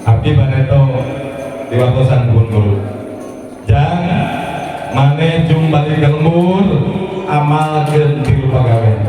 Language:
Sundanese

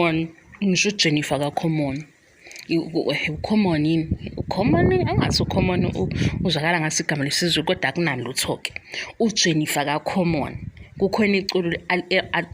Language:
Zulu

